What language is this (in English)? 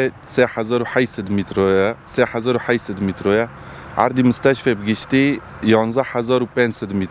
Kurdish